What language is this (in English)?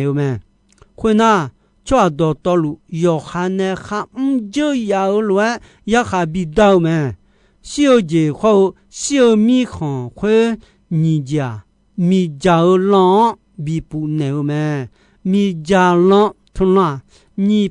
Akha